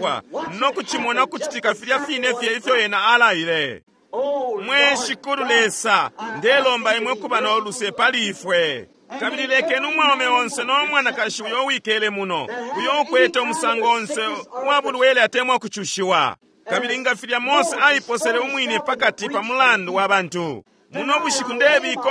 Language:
Bemba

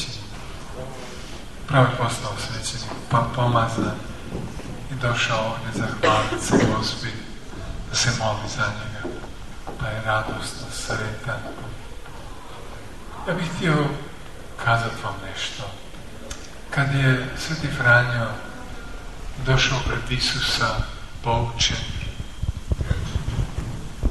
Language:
Croatian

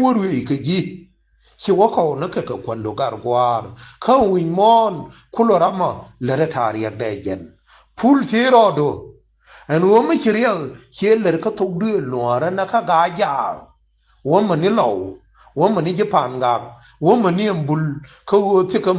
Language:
Nuer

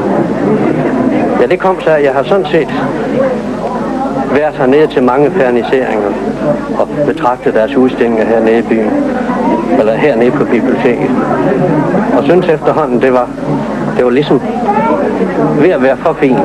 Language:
Danish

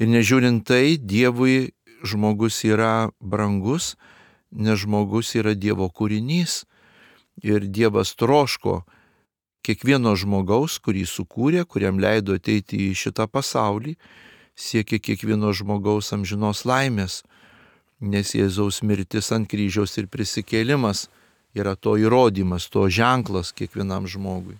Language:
Lithuanian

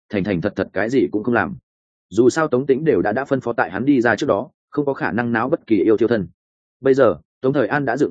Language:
Vietnamese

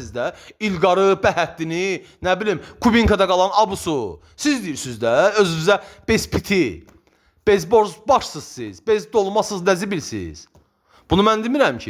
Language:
Azerbaijani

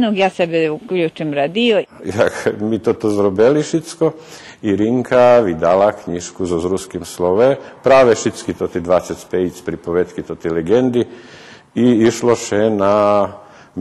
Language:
Rusyn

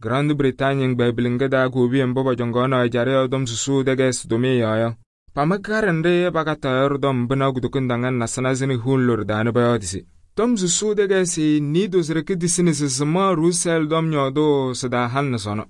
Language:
Kabiyè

